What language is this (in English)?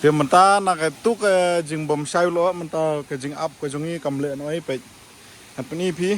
Khasi